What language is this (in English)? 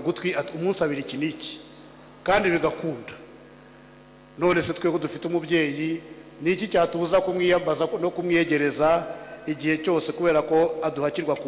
Kinyarwanda